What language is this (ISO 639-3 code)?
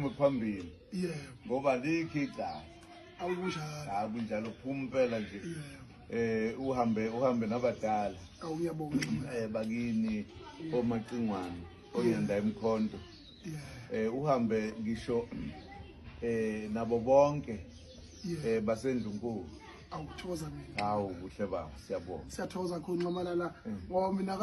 zul